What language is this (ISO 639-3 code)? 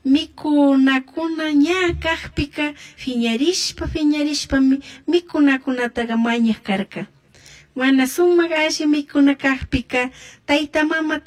qug